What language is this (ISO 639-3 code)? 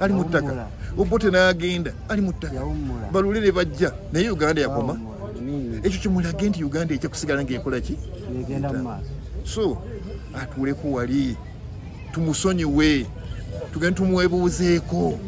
lug